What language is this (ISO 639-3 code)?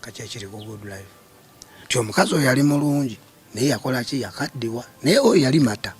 lug